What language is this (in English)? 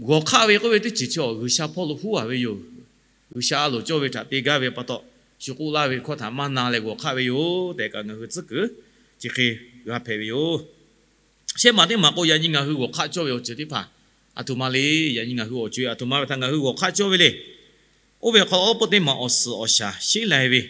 Lahu